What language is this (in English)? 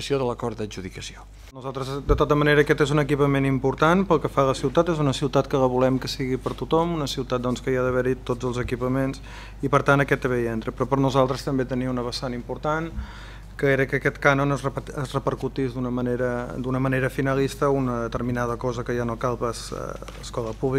Catalan